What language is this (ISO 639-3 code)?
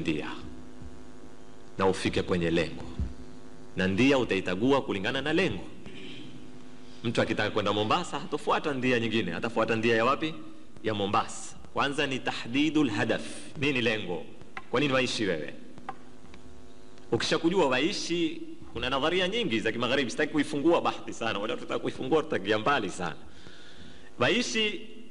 swa